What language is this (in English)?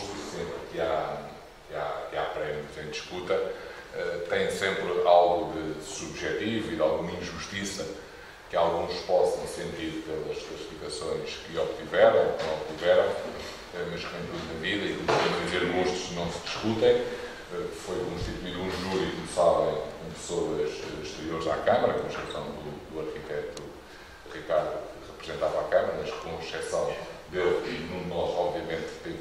Portuguese